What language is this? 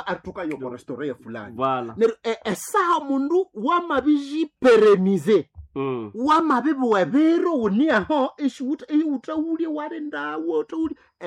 Nande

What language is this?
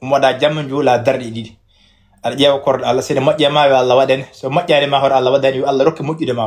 Fula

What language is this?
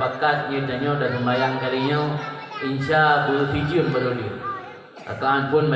Achinese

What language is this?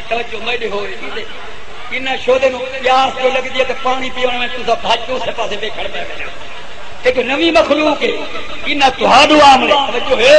Saraiki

